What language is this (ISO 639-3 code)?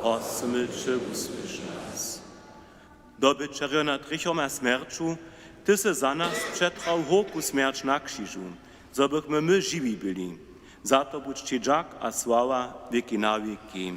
hsb